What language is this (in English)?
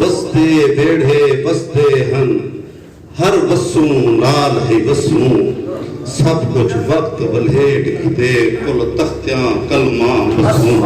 Saraiki